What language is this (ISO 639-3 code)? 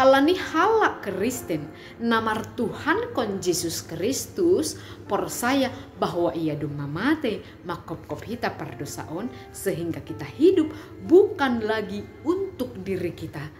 bts